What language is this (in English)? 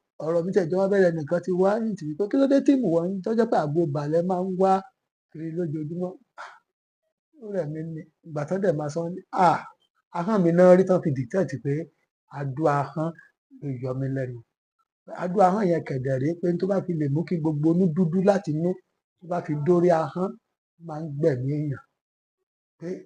Yoruba